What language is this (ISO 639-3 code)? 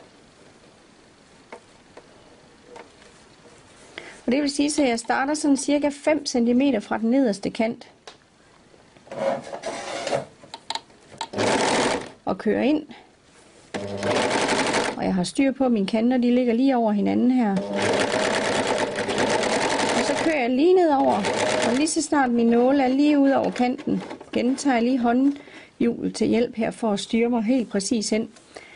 dan